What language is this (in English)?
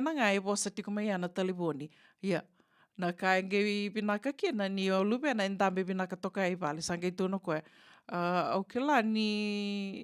Fijian